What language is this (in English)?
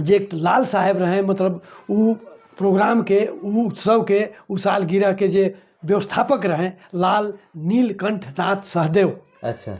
Sadri